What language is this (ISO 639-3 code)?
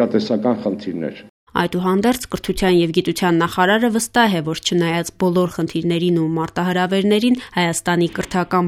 hye